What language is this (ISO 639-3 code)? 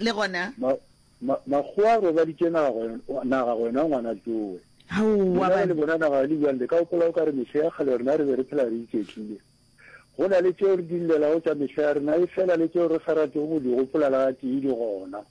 nso